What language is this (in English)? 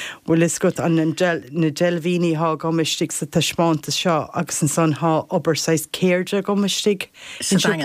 Irish